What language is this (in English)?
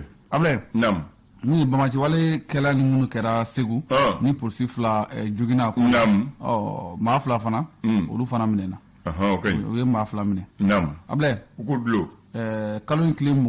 Bambara